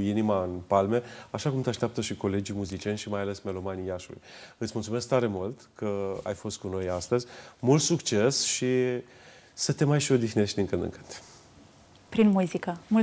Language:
Romanian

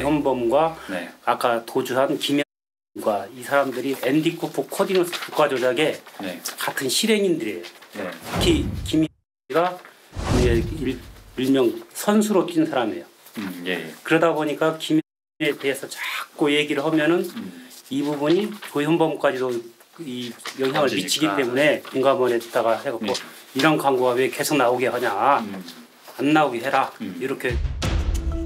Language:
Korean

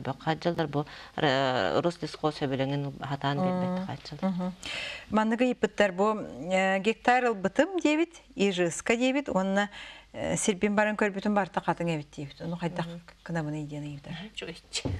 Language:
Yakut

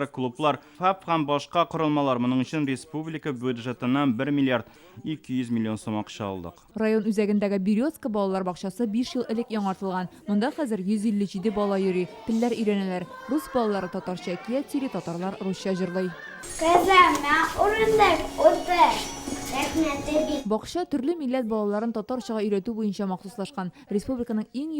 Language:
Tatar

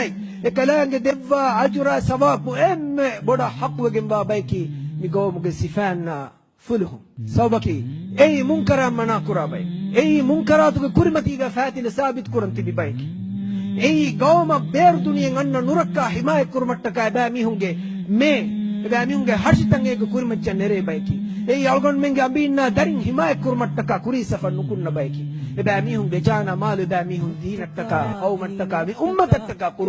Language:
Divehi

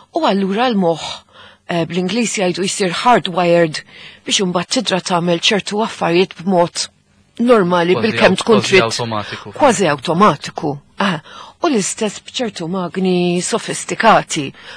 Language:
Maltese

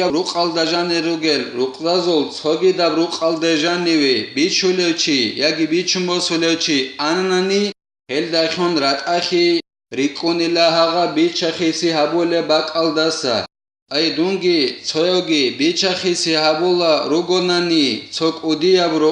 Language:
Avaric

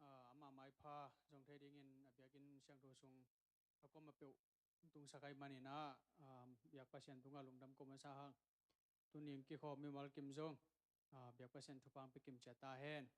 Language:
Tedim Chin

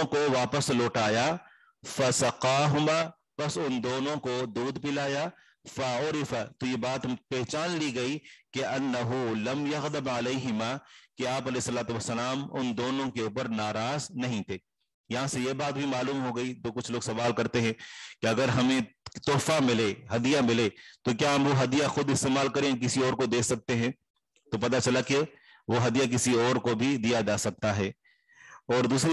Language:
Urdu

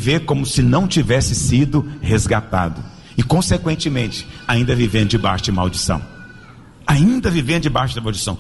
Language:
Portuguese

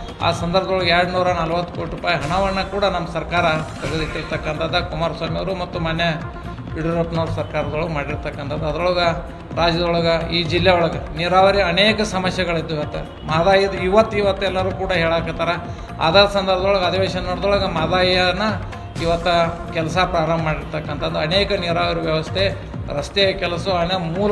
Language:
Kannada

